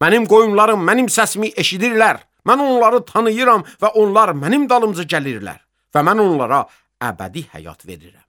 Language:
Azerbaijani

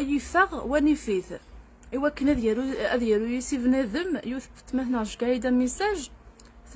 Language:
Kabyle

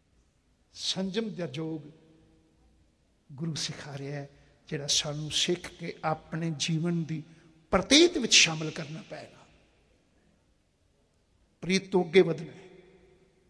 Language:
Punjabi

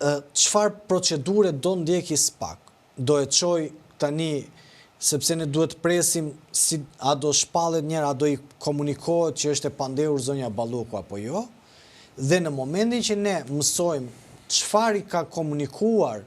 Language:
Albanian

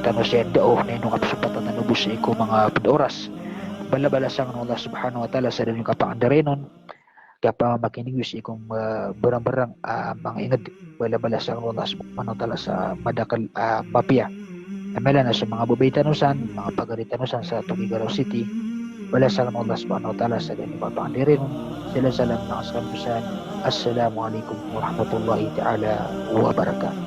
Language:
Maranao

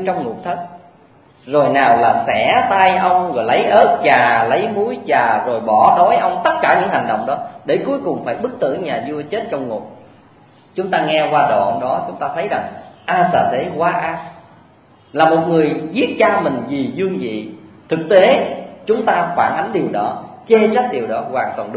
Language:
Vietnamese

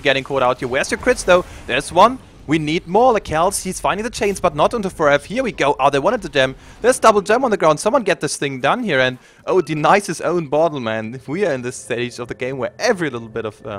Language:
English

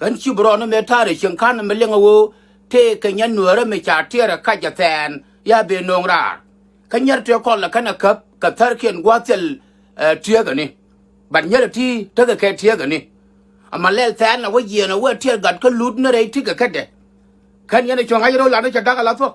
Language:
Nuer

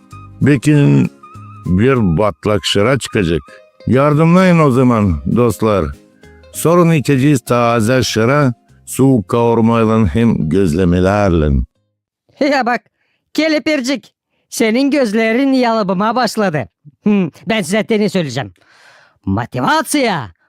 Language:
Gagauz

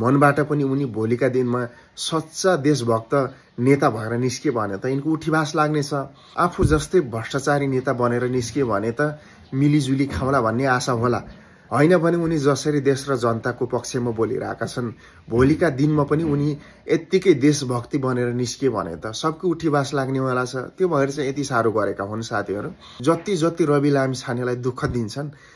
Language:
Nepali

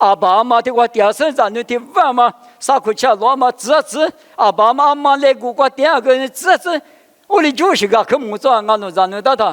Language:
Lisu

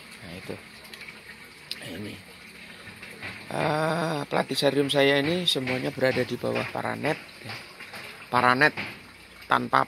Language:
Indonesian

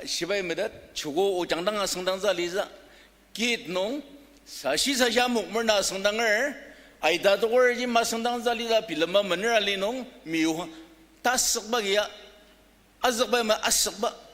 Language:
Ao Naga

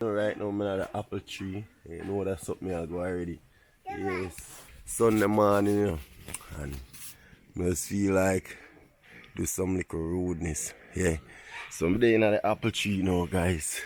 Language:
Jamaican Creole English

